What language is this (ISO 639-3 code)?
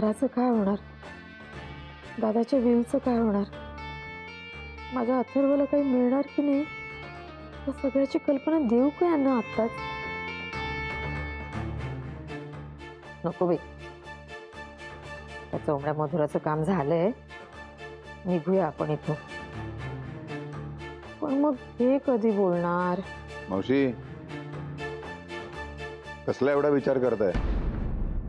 mar